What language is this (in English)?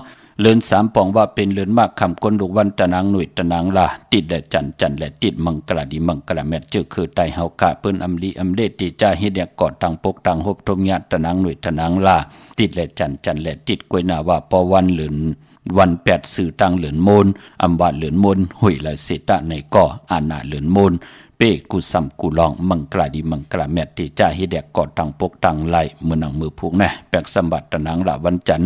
Shan